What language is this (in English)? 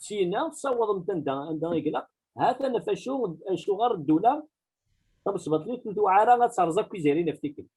Kabyle